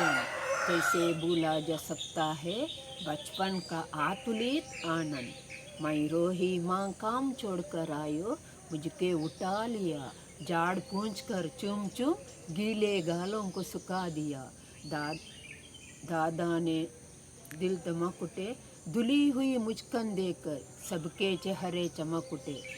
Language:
Konkani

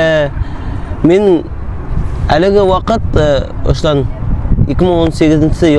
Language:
Bashkir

